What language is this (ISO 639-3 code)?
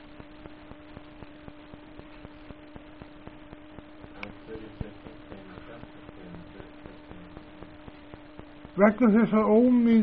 isl